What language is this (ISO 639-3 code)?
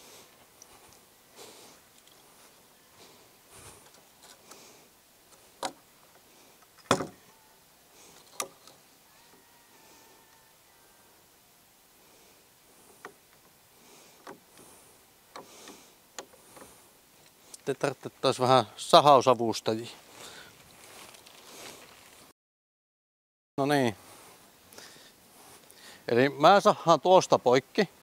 fin